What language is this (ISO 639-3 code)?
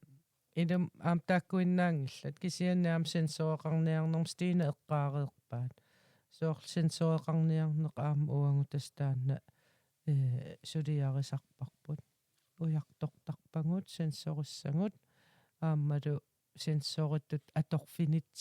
kal